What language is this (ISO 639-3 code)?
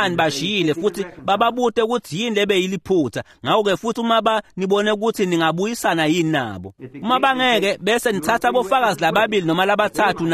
ssw